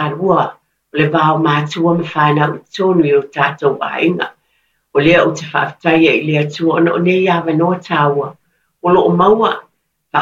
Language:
Samoan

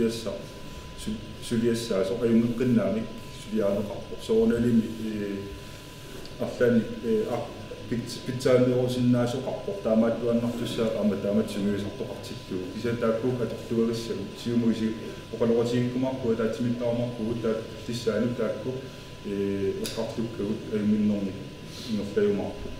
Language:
Kalaallisut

